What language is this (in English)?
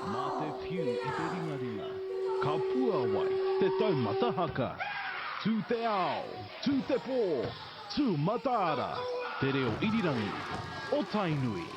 Māori